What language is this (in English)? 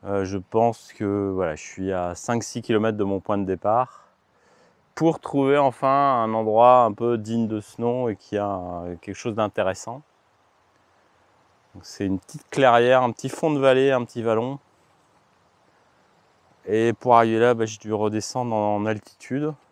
French